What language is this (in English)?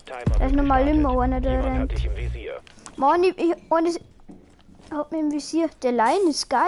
Bavarian